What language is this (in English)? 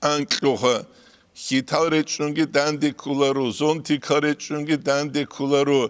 Avaric